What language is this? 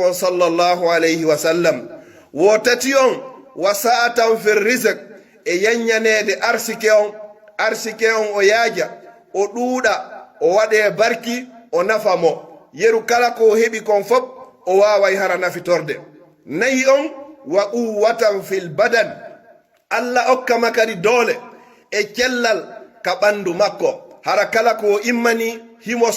Pular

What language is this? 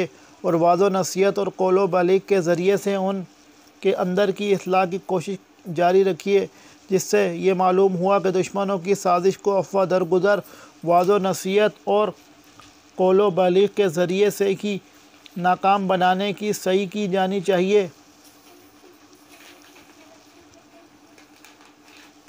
Urdu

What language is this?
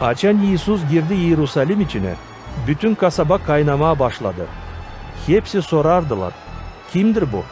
Gagauz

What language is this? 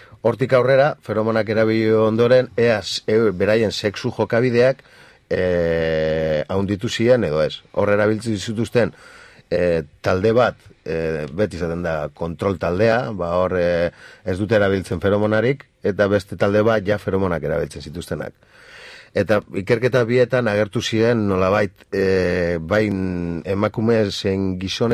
Basque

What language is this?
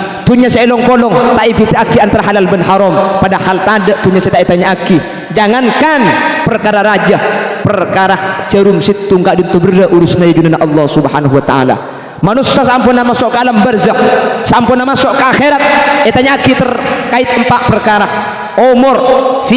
Madurese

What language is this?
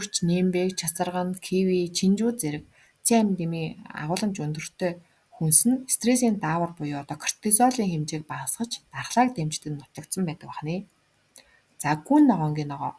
Mongolian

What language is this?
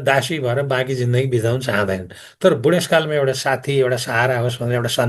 Nepali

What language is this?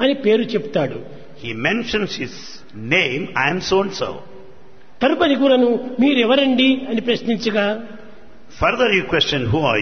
Telugu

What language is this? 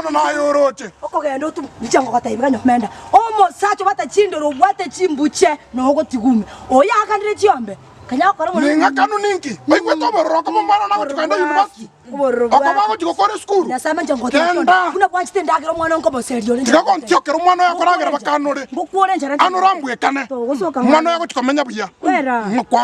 Gusii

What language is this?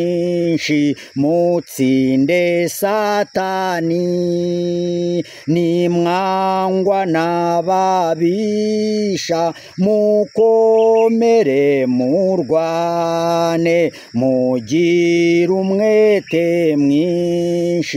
Kinyarwanda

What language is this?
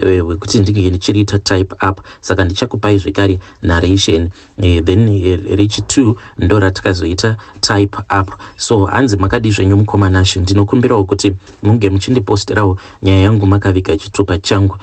Shona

